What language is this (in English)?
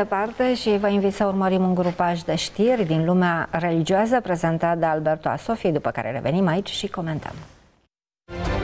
Romanian